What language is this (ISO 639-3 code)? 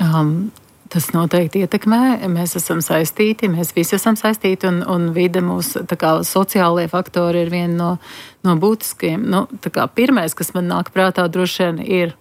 lav